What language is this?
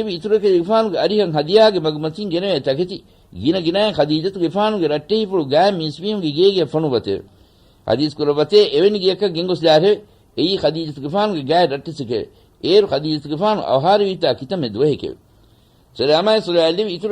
Divehi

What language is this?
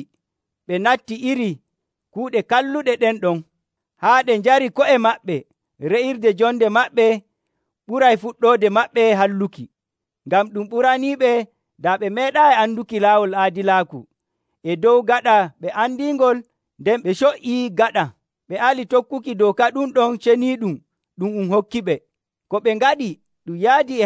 Nigerian Fulfulde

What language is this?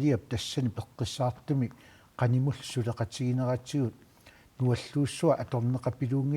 Kalaallisut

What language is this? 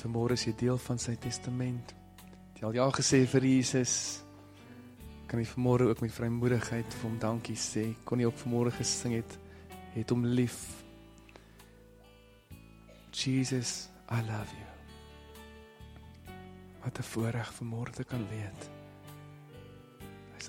Afrikaans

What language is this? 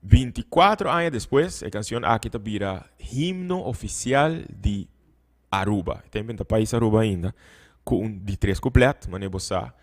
Papiamento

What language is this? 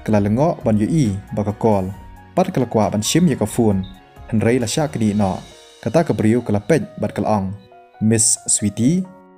Khasi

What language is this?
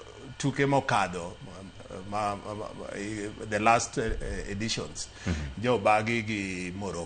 Luo (Kenya and Tanzania)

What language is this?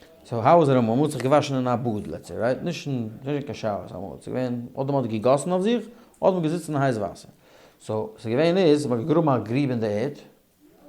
Yiddish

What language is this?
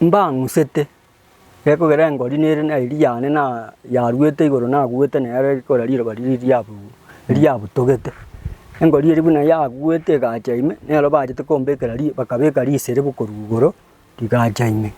Gusii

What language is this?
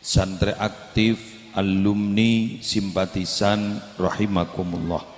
Madurese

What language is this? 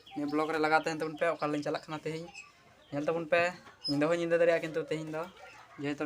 Santali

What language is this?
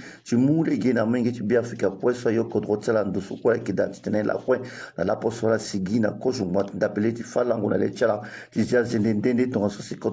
Sango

